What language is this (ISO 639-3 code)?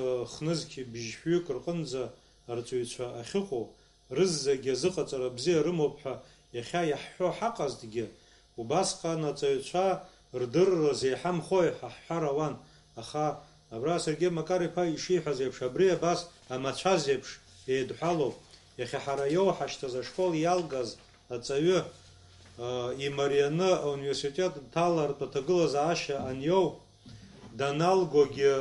abk